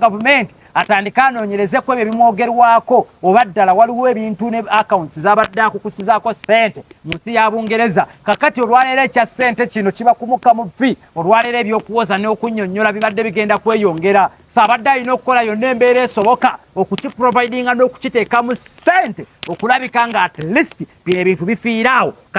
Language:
Ganda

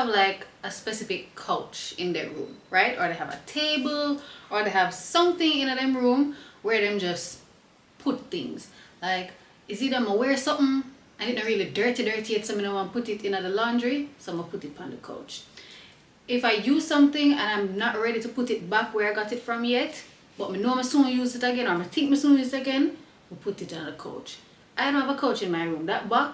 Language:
Jamaican Creole English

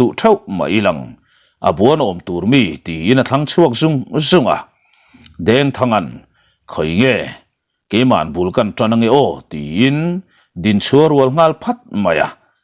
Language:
Mizo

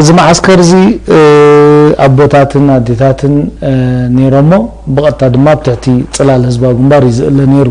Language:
Tigrinya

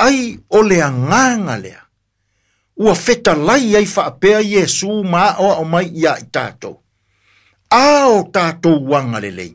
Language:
Samoan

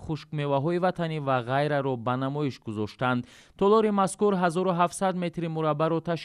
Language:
Tajik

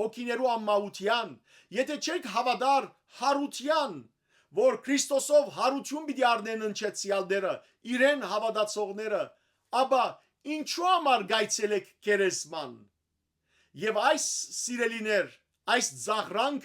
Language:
Western Armenian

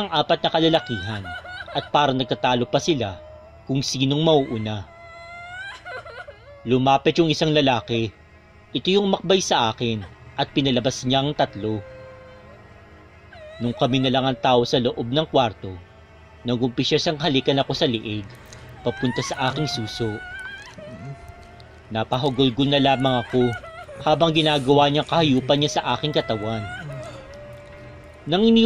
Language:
Filipino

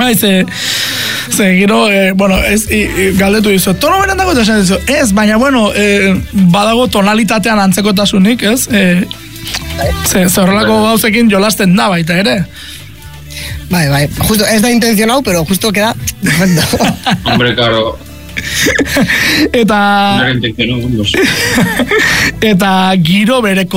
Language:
Basque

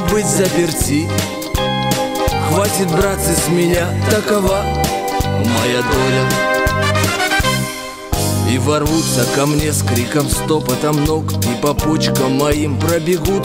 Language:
Russian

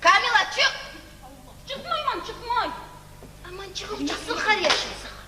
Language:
Kumyk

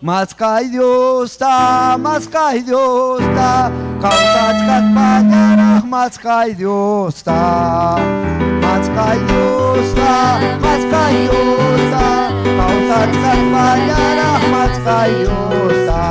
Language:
Ayacucho Quechua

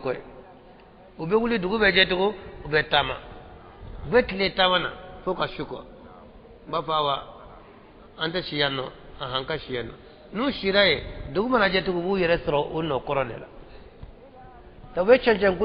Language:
Bambara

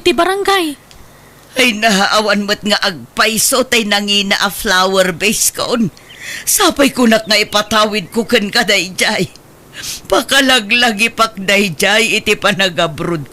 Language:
Iloko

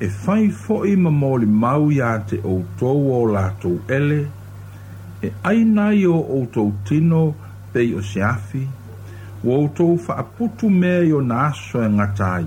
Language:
Samoan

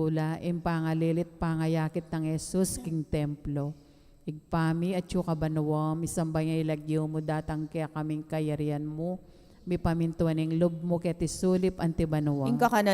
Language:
Pampanga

